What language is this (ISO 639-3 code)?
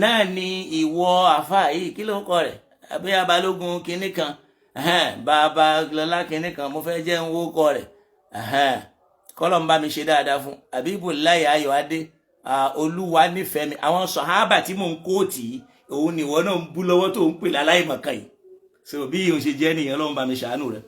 yor